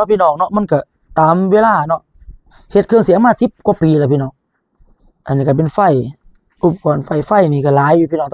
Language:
Northeastern Thai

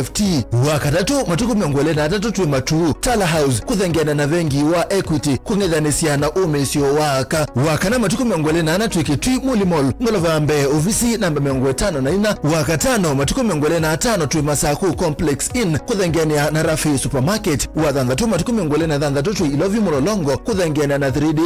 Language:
Kamba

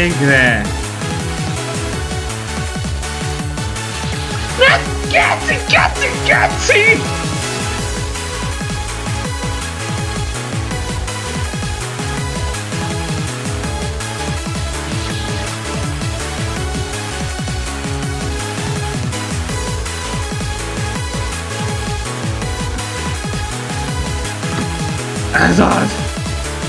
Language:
Hungarian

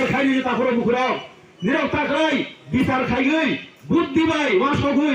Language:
Kok Borok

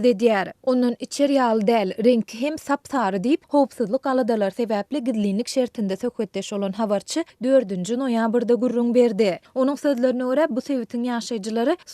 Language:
Turkmen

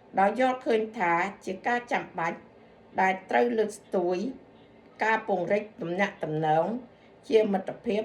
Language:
Khmer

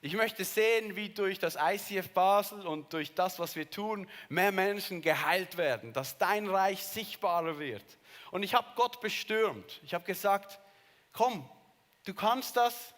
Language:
Swiss German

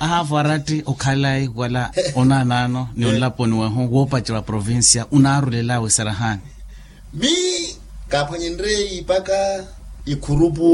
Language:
Makhuwa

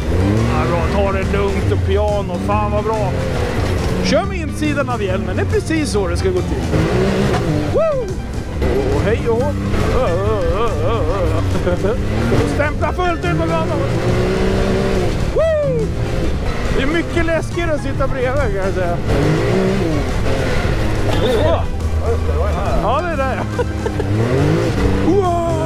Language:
Swedish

